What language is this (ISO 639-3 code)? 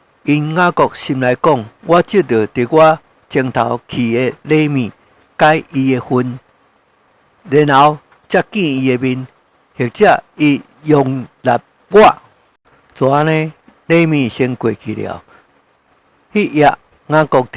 nan